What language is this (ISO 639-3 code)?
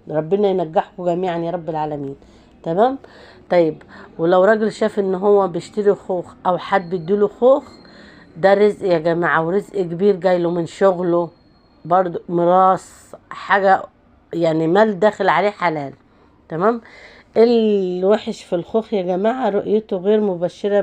arz